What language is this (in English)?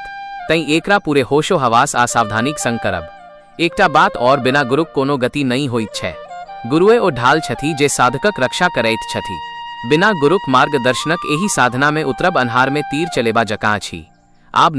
Maithili